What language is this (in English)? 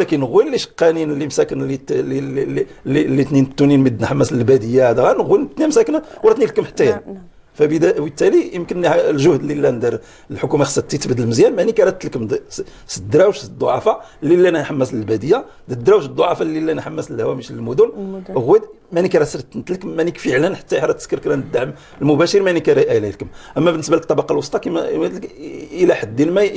Moroccan Arabic